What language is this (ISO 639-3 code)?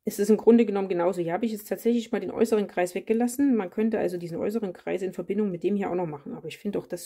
deu